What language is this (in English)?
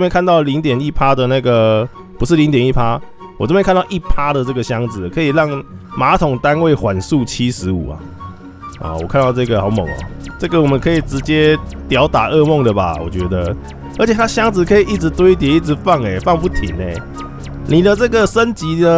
Chinese